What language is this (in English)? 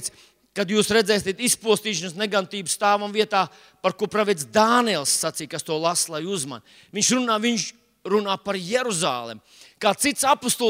Latvian